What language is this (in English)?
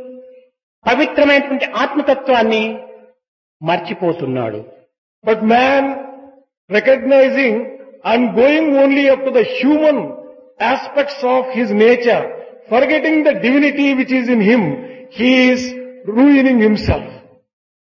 Telugu